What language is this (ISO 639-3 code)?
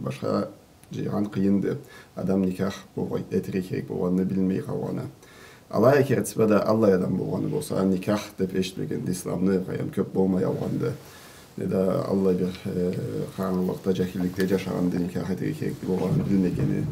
krc